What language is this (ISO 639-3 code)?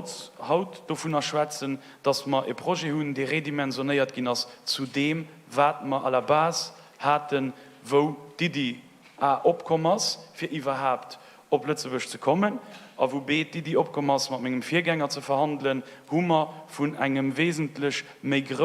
ltz